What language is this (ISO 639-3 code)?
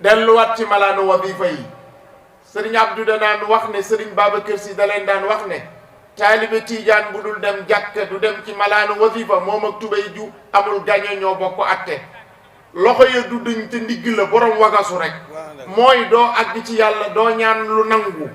wol